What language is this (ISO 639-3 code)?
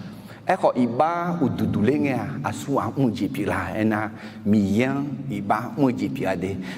ahk